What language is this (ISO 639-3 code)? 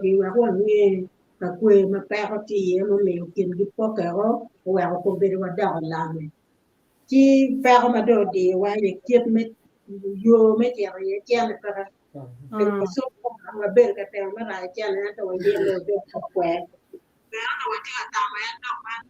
ach